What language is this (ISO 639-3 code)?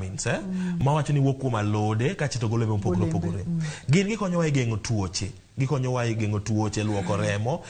luo